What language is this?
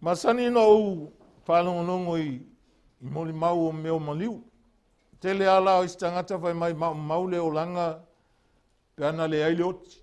Samoan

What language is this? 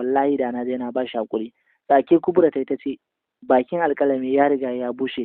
Hausa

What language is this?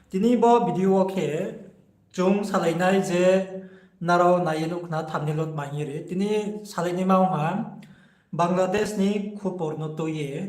Riang (India)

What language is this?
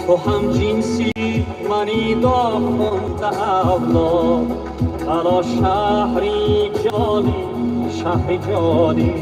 Tajik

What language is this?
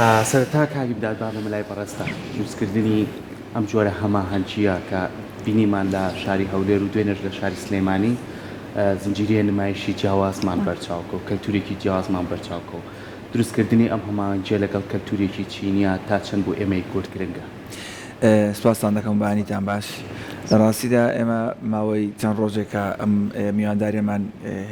Central Kurdish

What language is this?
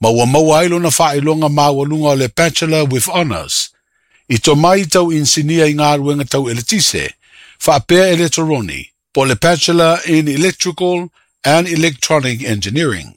Samoan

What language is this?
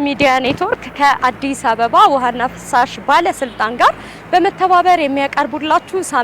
Amharic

